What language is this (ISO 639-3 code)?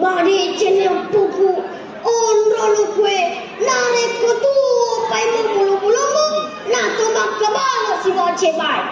bug